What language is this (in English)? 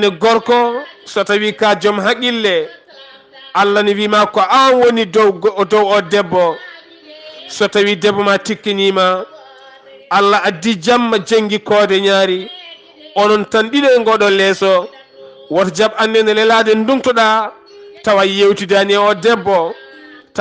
Fula